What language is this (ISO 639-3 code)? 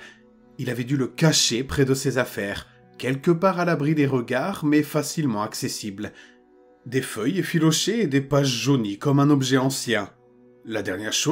fra